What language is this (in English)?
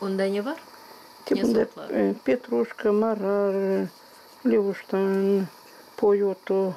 Gagauz